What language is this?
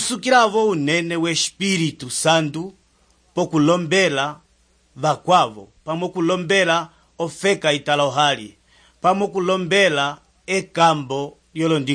Umbundu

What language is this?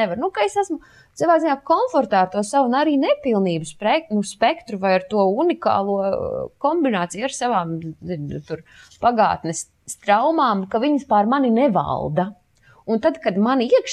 Latvian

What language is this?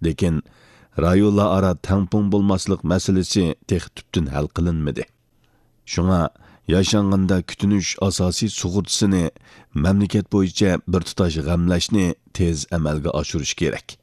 Uyghur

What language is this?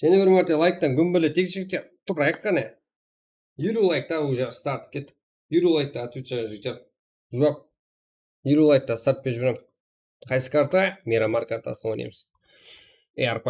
Kara-Kalpak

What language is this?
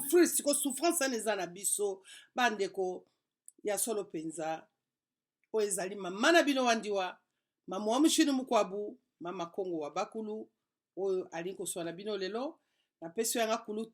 Lingala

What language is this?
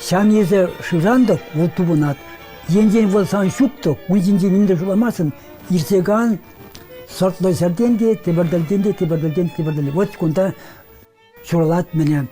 Chuvash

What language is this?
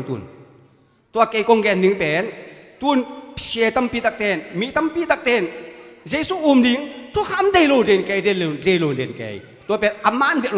Tedim Chin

